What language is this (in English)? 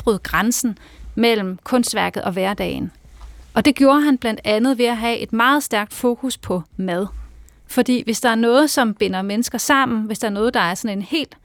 Danish